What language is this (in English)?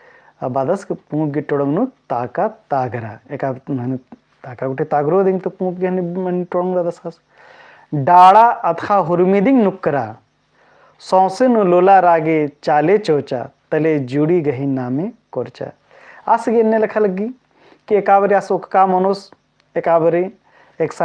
Kurukh